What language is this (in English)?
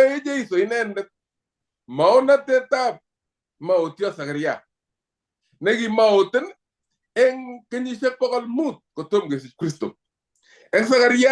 Kalenjin